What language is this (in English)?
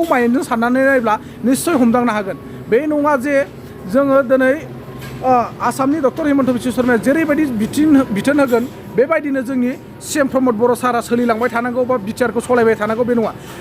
Bodo